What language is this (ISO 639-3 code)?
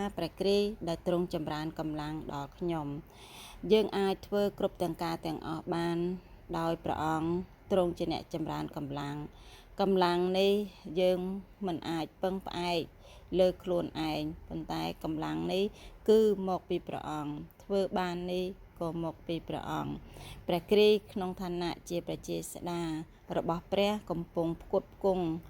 khm